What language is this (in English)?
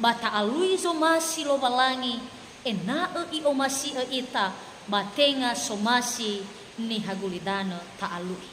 Nias